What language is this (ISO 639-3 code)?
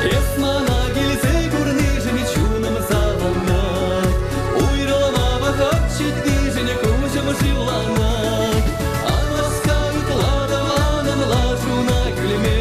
chv